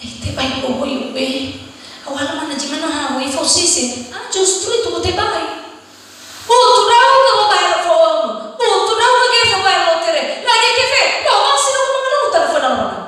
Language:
Nias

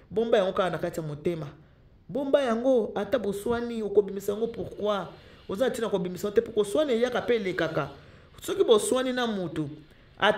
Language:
Lingala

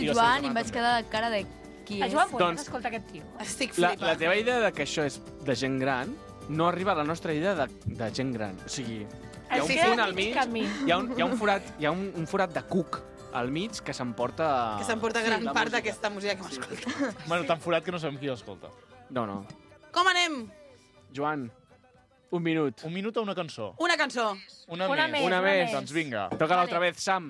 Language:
Catalan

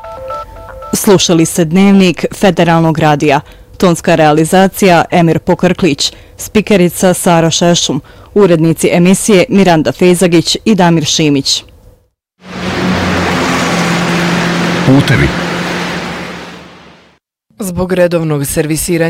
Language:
Bosnian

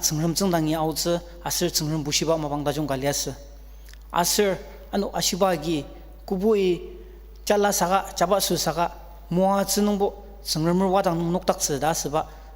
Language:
Ao Naga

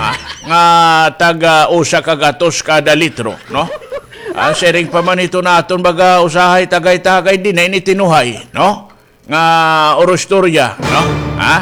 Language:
Waray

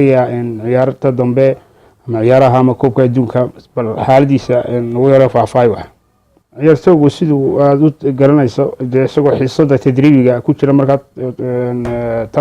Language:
Somali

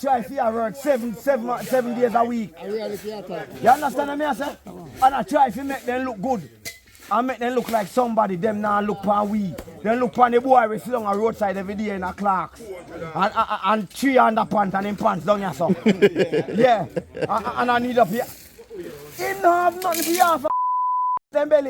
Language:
Jamaican Creole English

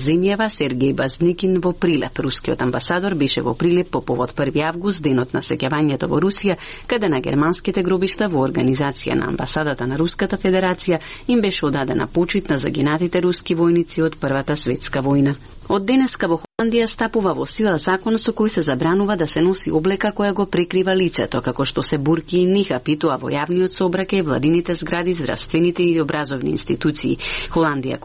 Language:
Macedonian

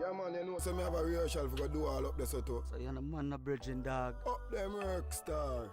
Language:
Jamaican Creole English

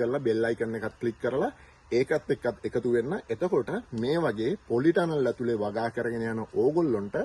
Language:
Sinhala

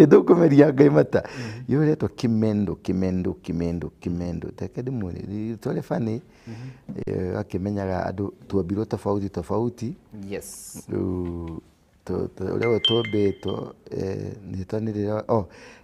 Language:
Kikuyu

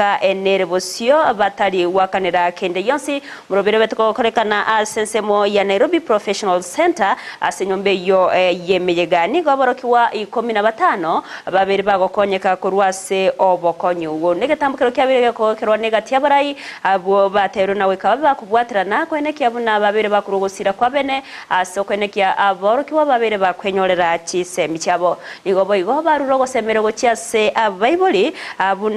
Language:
Gusii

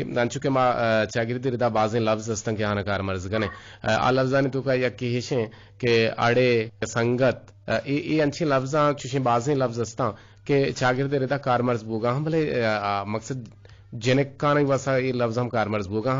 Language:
Eastern Balochi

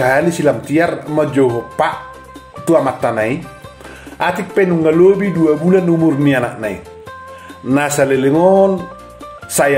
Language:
Batak Toba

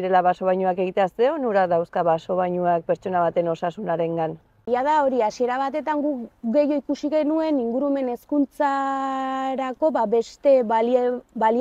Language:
Basque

